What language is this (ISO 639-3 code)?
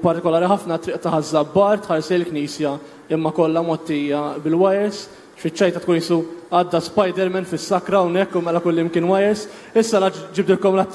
mlt